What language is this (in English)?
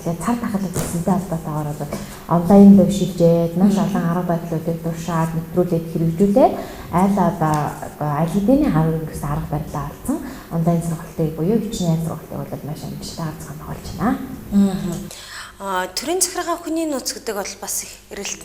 Mongolian